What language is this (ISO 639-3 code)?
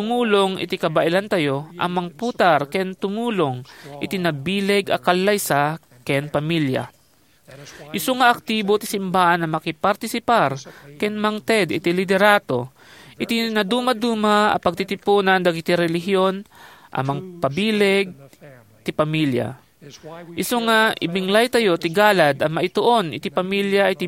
ilo